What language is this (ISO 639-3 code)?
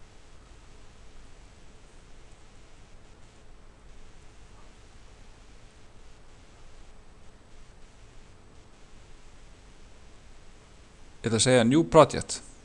isl